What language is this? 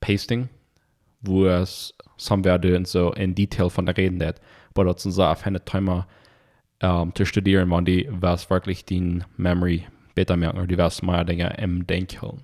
Plautdietsch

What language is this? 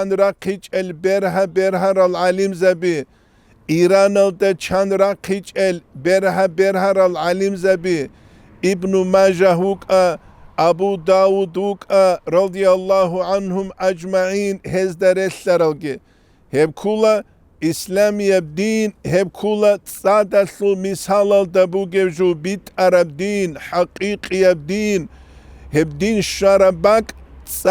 Avaric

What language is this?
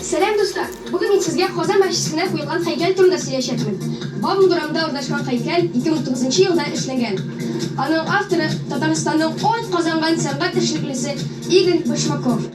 Tatar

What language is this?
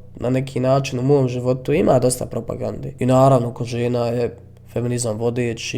Bosnian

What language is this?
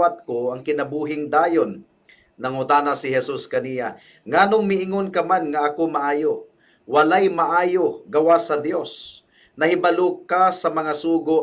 Cebuano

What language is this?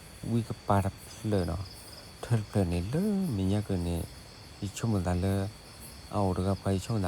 S'gaw Karen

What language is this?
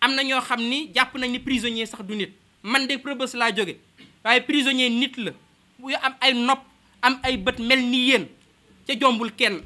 Wolof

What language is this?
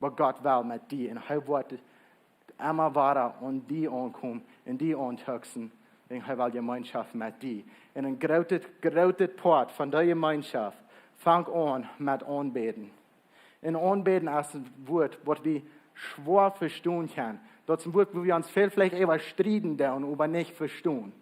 Plautdietsch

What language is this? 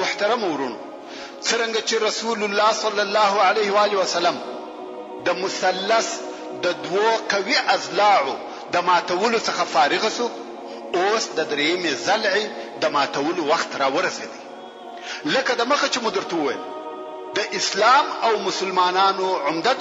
Pashto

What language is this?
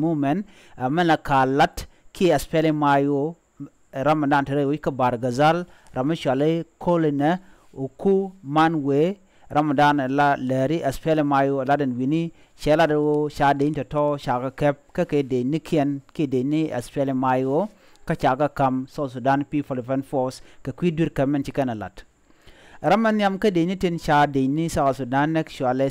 Nuer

